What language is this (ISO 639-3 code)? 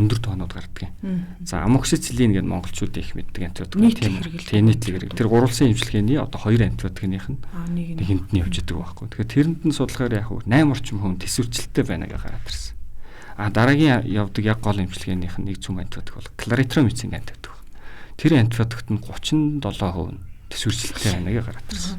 mon